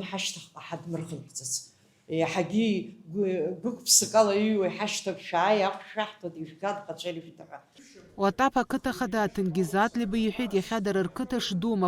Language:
Abkhazian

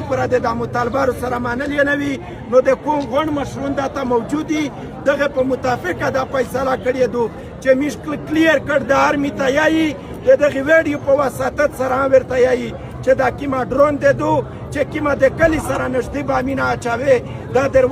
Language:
Pashto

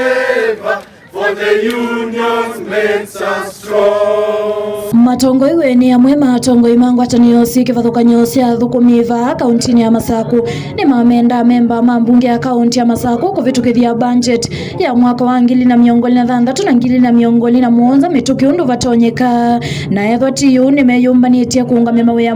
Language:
Kamba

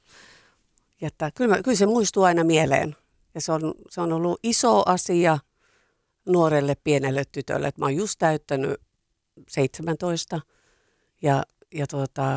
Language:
Finnish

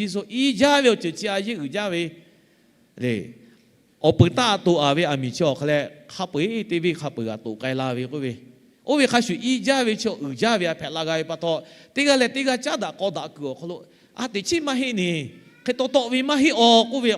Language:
Lahu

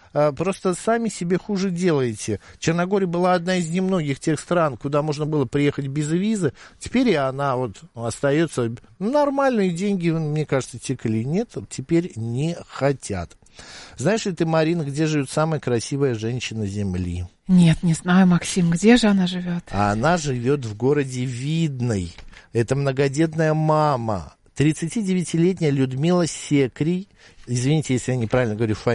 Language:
Russian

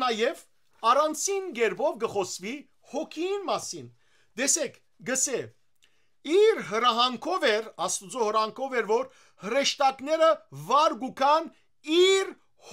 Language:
Western Armenian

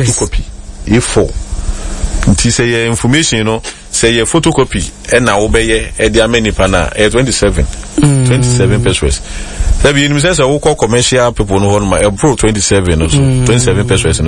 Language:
Akan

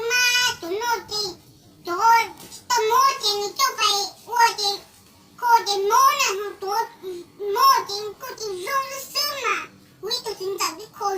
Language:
Hmong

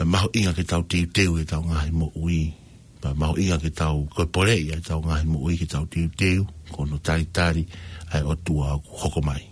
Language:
Tongan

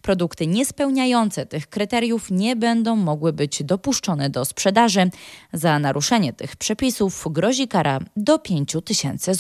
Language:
Polish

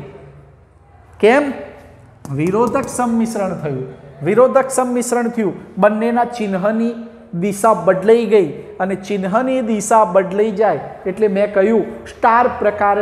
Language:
Gujarati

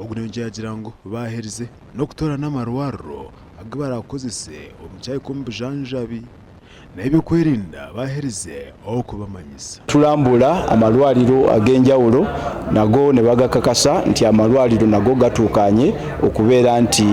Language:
Nyankole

